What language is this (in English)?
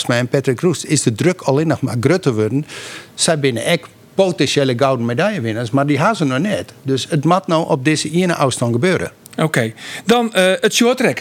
Western Frisian